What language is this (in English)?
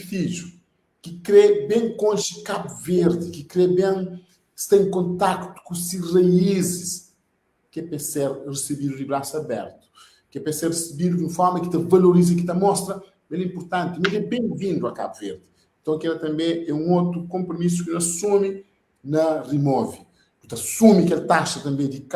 Kabuverdianu